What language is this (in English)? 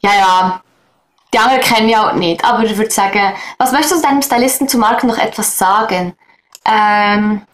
Swiss German